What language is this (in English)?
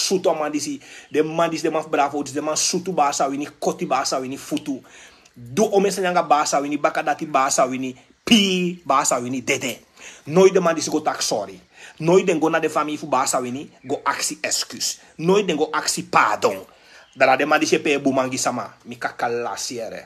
Sranan Tongo